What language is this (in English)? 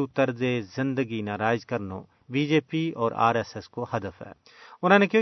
Gujari